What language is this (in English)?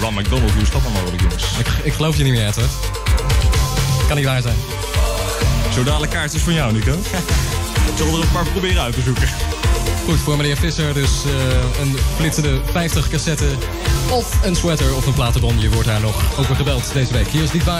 Dutch